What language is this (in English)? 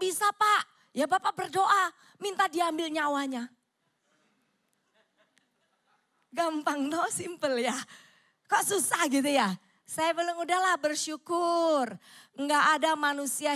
Indonesian